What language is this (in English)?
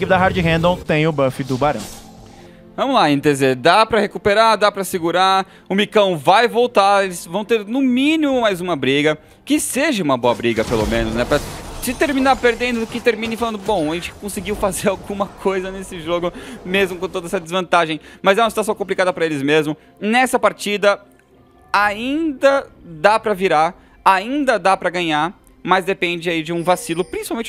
Portuguese